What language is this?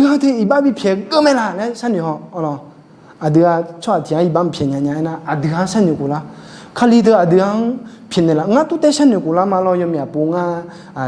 Akha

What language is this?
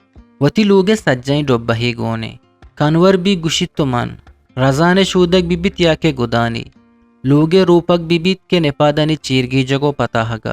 Eastern Balochi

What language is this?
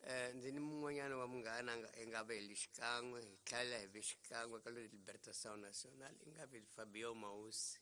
Tsonga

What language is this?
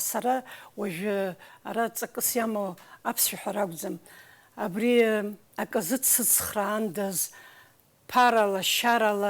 Abkhazian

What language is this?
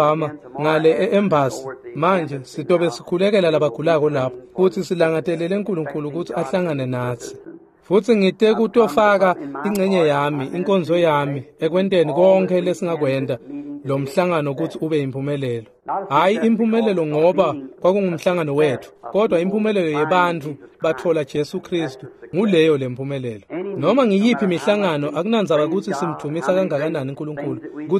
Swati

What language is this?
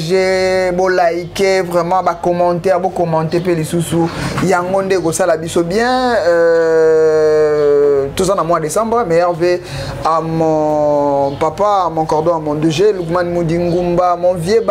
Lingala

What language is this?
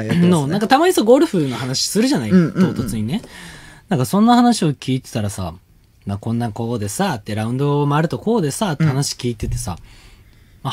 Japanese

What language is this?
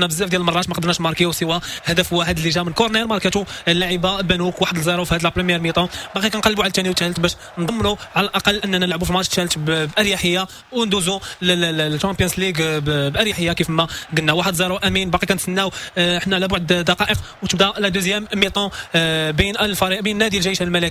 Moroccan Arabic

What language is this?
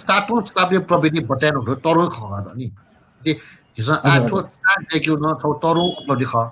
Newari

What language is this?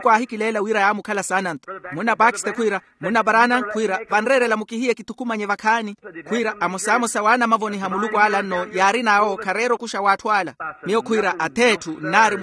Makhuwa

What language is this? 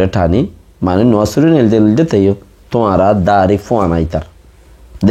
Rohingya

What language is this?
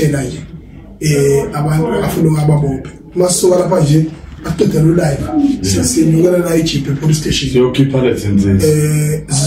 Zulu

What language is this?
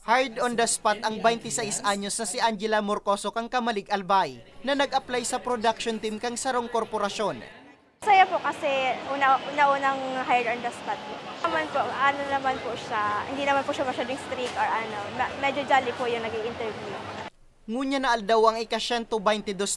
Bikol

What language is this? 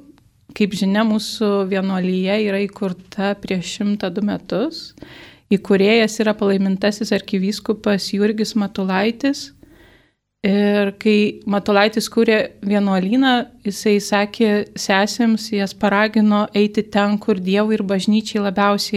Lithuanian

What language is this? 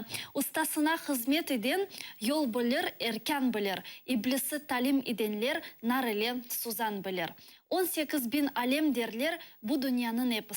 Crimean Tatar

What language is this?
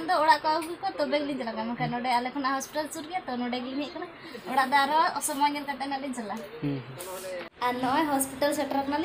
Santali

